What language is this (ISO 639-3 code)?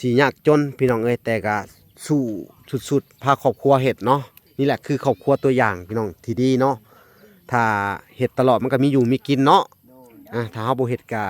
lao